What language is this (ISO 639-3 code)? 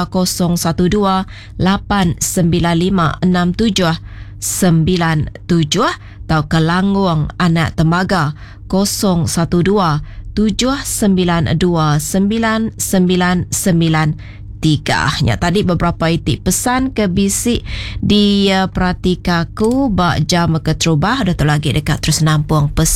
iba